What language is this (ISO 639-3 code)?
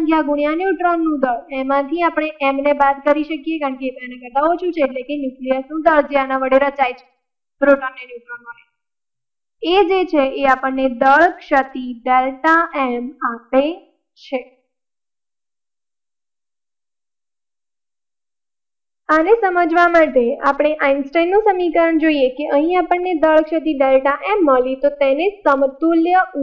guj